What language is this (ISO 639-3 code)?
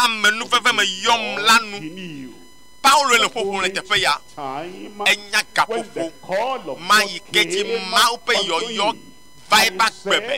ewe